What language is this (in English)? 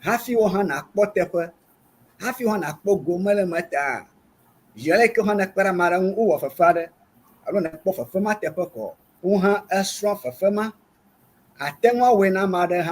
Ewe